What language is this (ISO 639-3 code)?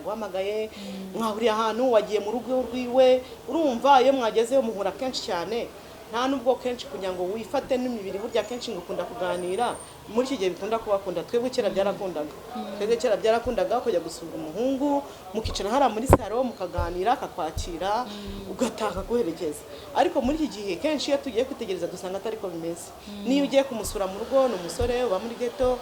kin